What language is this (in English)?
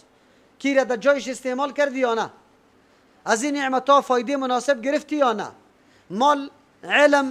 Persian